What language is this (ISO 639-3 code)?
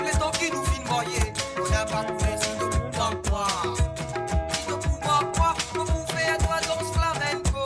mfe